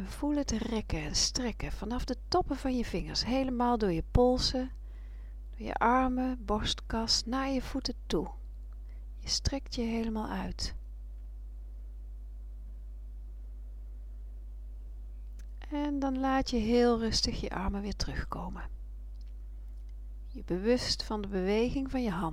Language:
Dutch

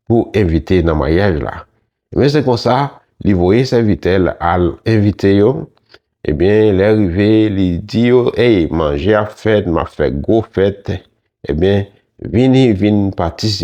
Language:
Haitian Creole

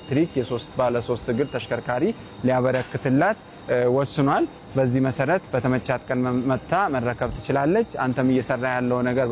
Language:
Amharic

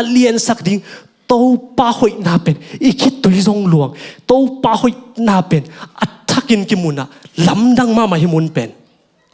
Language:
Tedim Chin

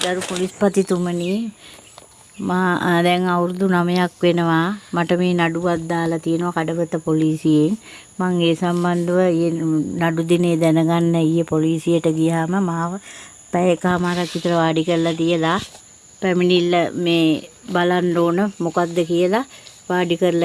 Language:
Sinhala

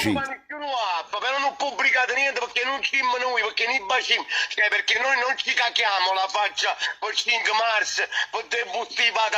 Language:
Neapolitan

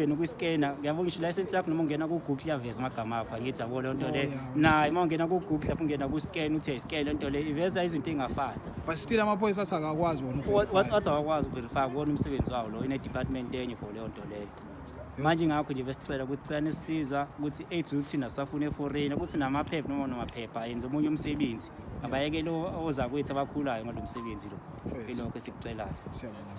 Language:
Zulu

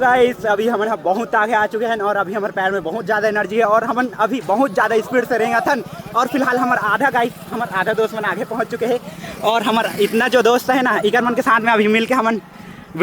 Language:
Chhattisgarhi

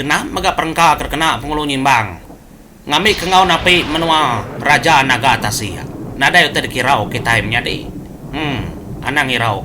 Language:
Iban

